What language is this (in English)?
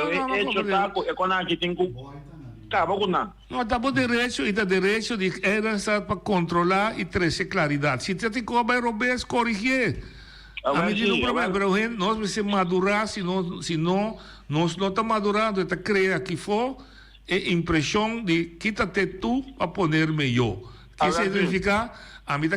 Papiamento